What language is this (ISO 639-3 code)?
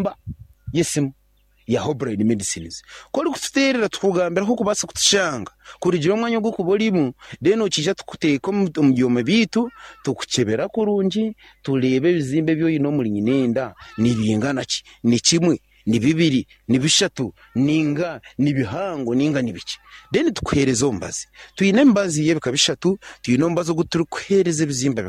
nyn